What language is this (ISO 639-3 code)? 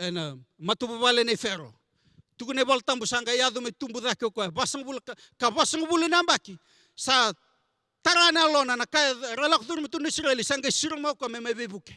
fij